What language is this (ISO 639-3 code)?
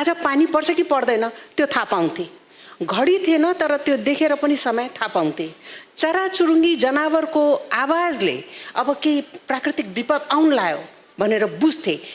nep